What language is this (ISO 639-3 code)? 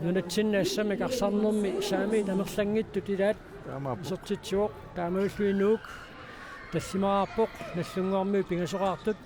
kal